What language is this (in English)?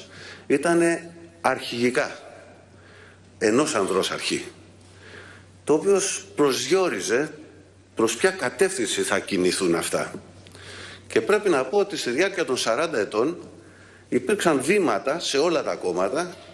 Greek